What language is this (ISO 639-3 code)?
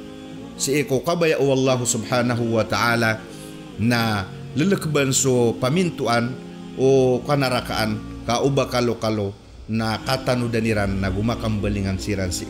mrw